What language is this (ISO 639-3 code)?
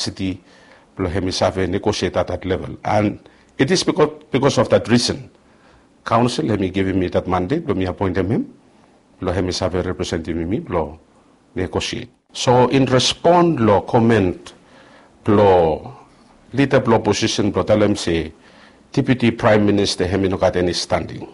bis